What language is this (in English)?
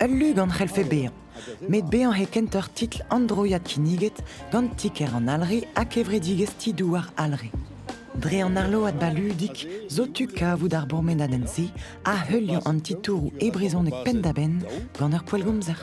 Breton